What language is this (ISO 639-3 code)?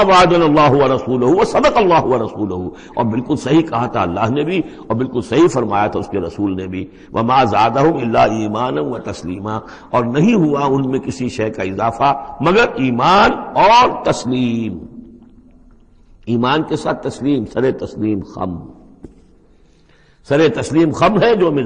urd